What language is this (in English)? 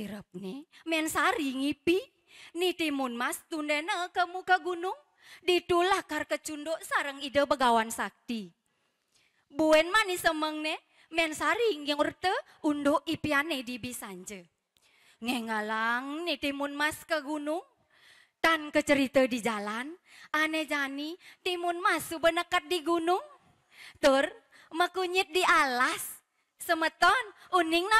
Balinese